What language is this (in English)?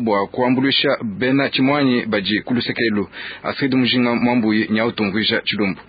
Luba-Lulua